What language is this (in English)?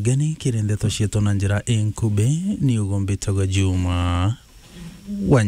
Meru